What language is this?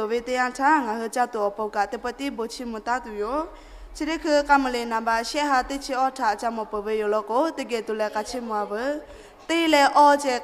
Lahu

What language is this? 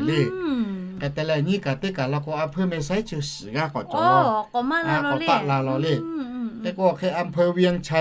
Lahu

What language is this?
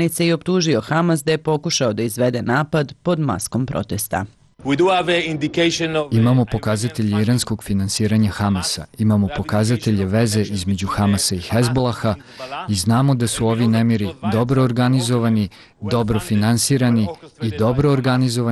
Serbian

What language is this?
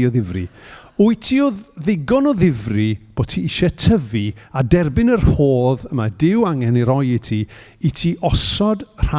Welsh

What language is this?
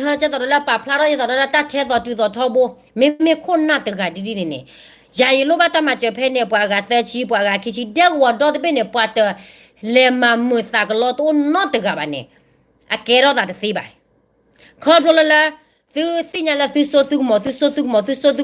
S'gaw Karen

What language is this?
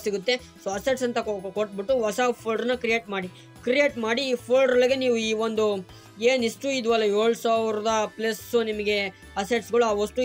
Kannada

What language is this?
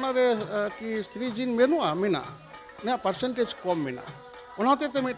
Santali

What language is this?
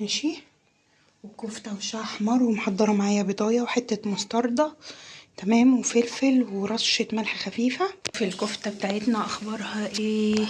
Egyptian Arabic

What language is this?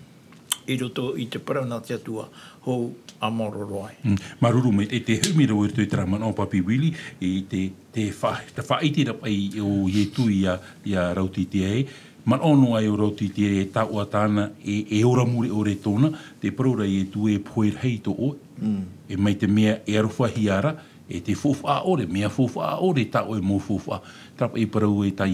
Tahitian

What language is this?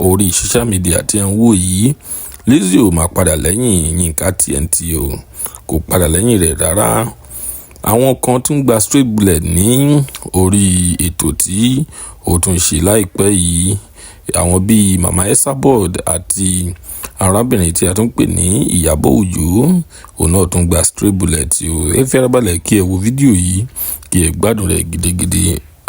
Yoruba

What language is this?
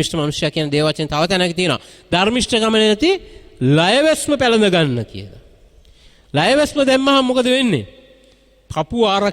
Sinhala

